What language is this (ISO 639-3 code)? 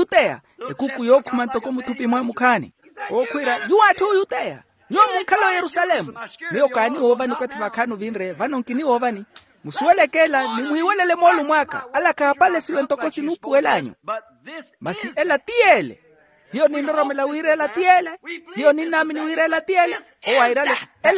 vmw